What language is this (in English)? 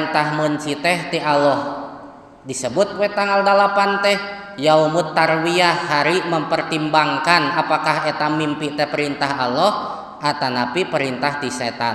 Sundanese